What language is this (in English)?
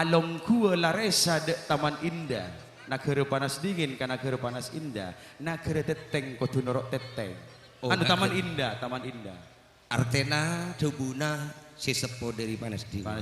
Madurese